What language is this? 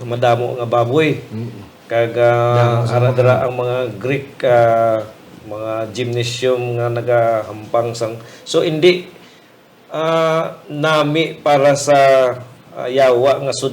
Hiligaynon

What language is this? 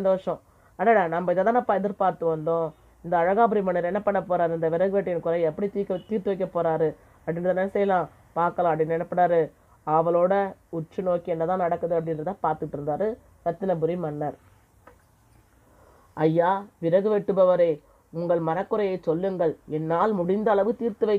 Tamil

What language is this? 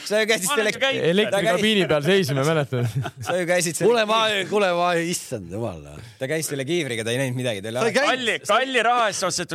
Estonian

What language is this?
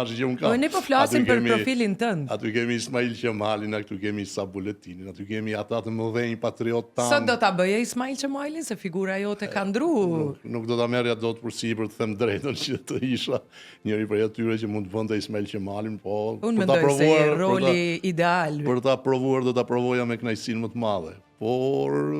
Albanian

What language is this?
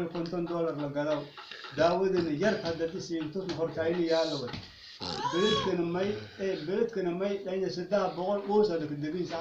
Somali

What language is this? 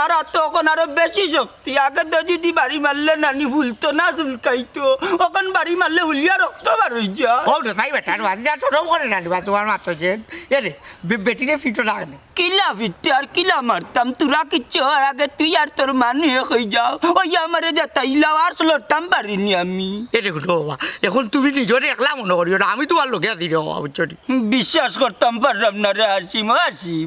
Sylheti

